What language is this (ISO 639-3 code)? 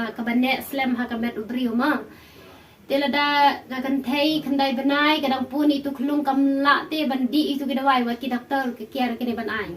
kha